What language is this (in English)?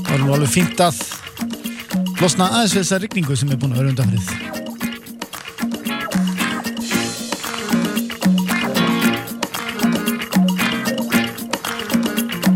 Icelandic